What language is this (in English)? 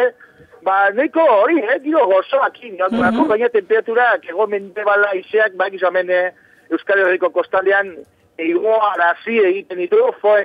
Basque